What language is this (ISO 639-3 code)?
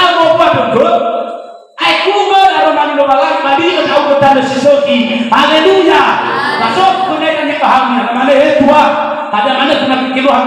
nia